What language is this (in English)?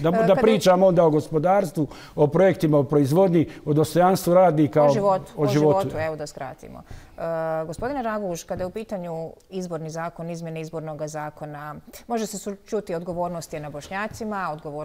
Bosnian